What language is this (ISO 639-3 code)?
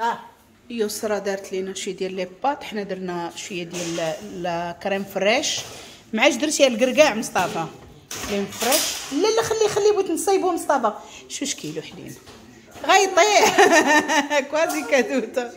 ary